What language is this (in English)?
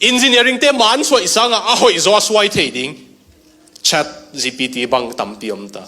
Tedim Chin